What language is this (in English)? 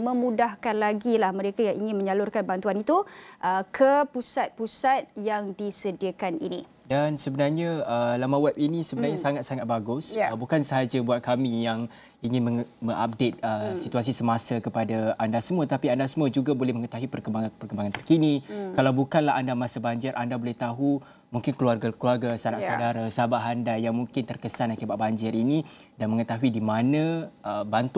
Malay